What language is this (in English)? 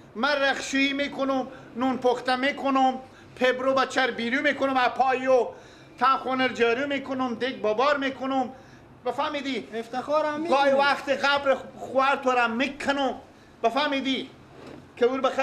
Persian